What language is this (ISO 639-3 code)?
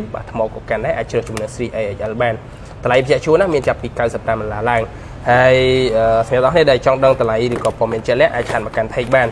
khm